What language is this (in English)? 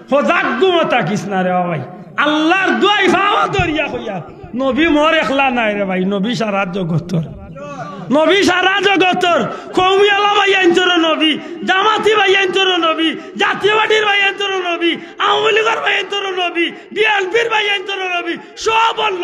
Sylheti